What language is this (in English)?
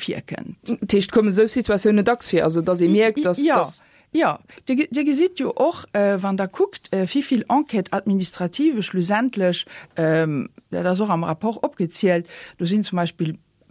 Luxembourgish